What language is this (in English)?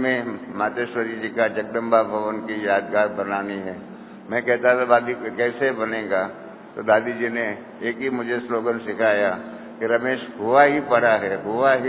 Hindi